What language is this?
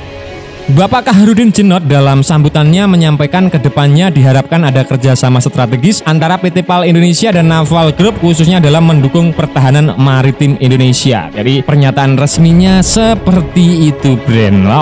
Indonesian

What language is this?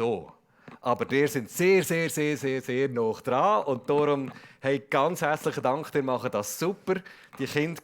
Swiss German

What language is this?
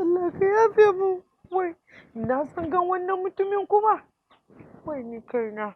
Hausa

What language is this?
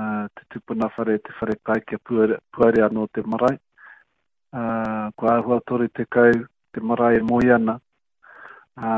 Māori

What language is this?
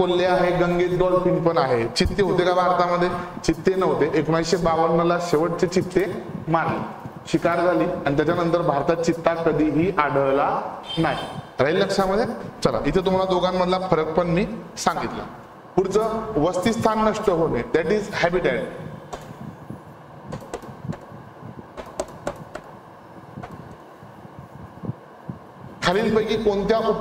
Marathi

